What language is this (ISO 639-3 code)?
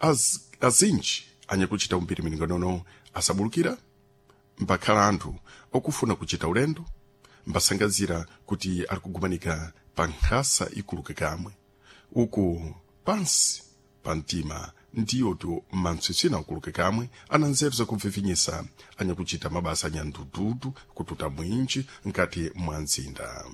seh